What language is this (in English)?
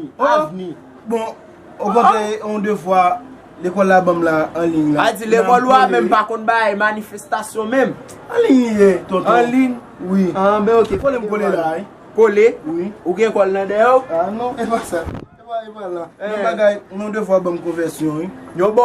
Haitian Creole